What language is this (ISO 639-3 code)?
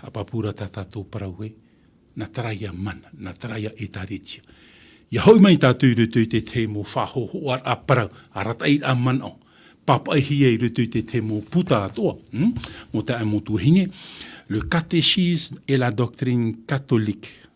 tah